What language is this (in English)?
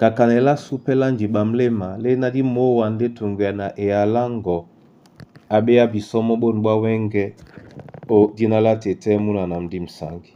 Duala